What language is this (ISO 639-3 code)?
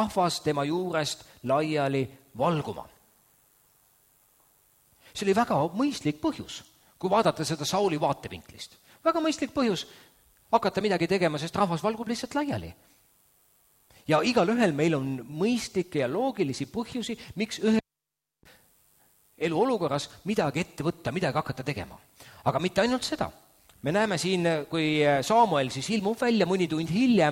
est